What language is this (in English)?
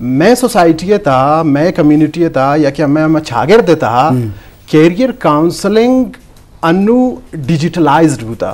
Eastern Balochi